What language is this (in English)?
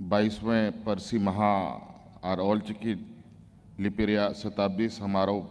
Santali